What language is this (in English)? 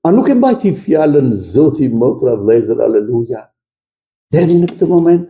Albanian